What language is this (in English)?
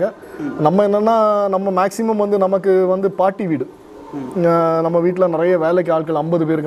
Tamil